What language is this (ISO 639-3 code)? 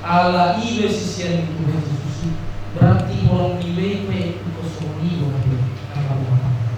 bbc